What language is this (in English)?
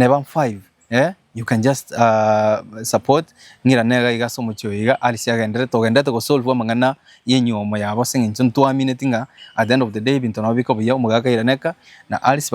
Gusii